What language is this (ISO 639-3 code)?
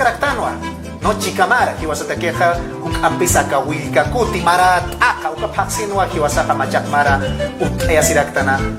aym